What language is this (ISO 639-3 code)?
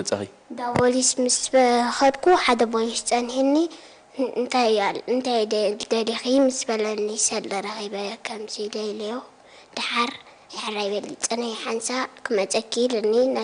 tir